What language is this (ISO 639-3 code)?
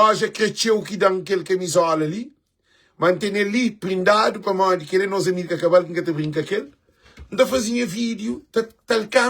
kea